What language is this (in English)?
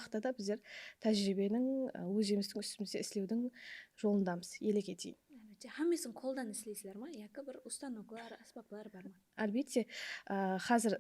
Kara-Kalpak